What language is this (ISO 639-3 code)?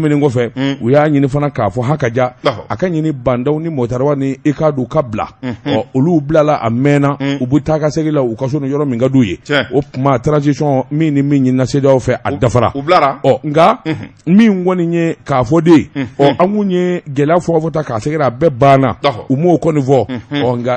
bam